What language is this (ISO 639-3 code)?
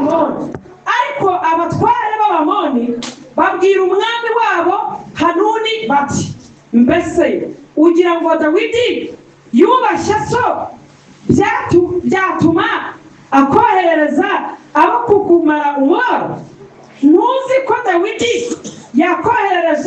kin